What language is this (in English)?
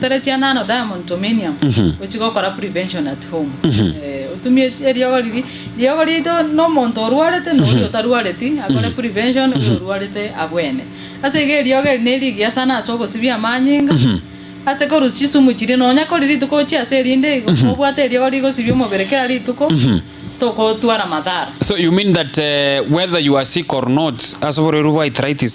Gusii